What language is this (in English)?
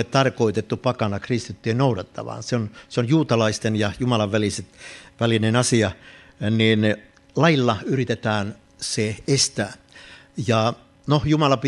Finnish